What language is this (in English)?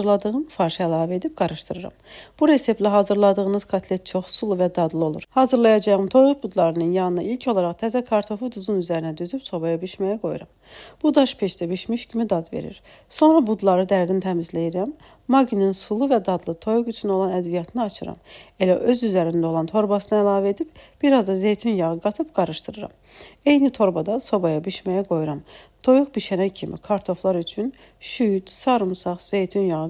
Azerbaijani